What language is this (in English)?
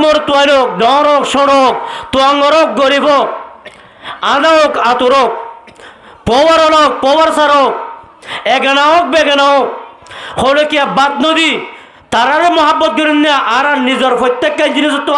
Rohingya